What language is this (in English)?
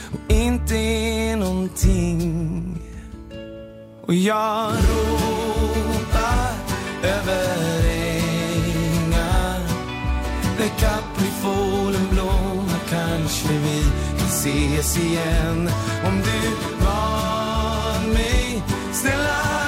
Swedish